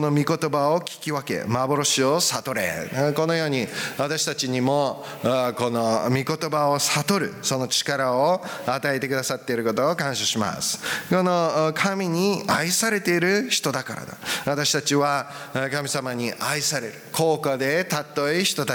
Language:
Japanese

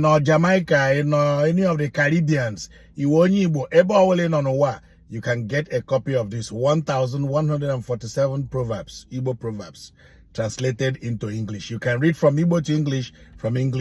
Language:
Igbo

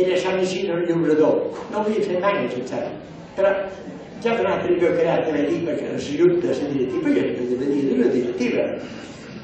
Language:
Catalan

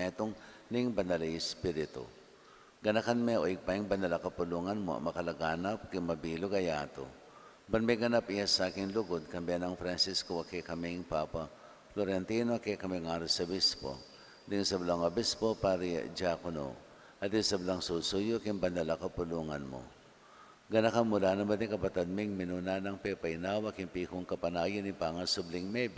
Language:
Pampanga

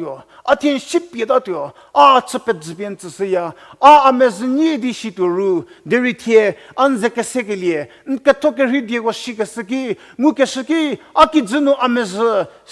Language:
Angami Naga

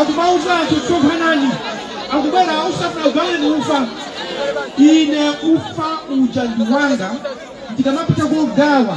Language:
Nyanja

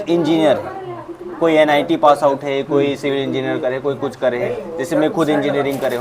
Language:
Chhattisgarhi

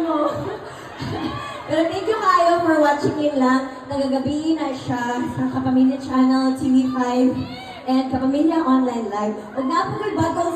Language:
Cebuano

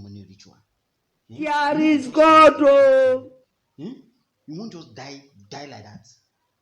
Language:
Nigerian Pidgin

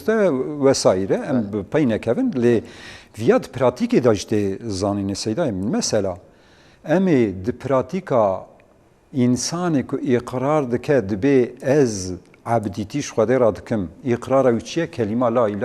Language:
Kurdish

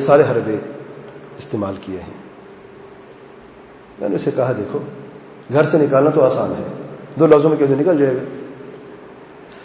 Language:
Urdu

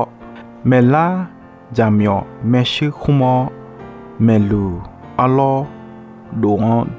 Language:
Akha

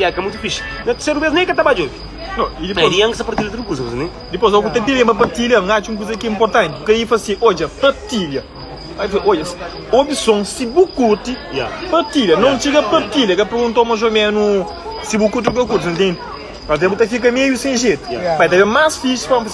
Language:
Kabuverdianu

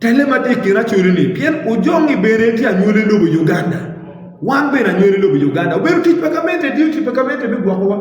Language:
Acoli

